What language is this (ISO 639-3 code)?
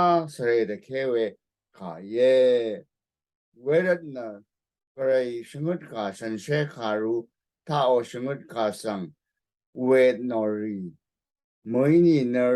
raw